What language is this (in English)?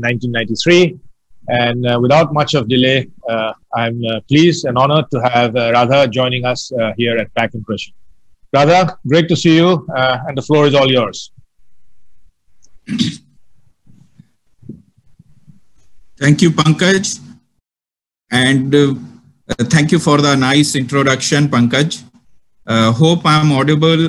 English